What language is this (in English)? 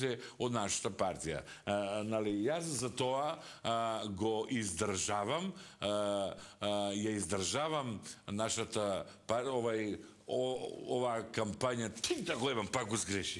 Macedonian